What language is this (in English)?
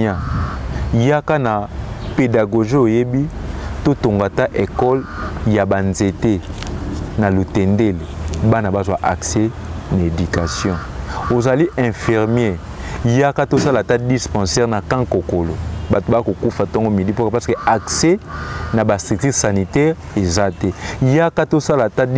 Lingala